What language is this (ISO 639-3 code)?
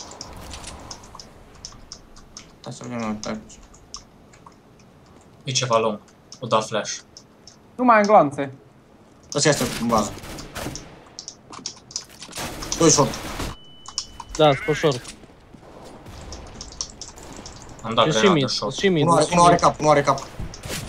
ron